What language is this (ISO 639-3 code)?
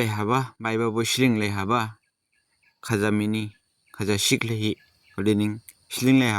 dis